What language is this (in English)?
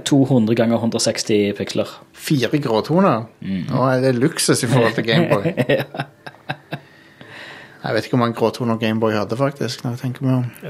Norwegian